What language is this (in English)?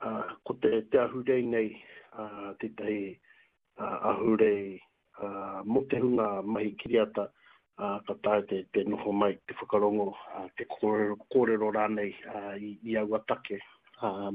Māori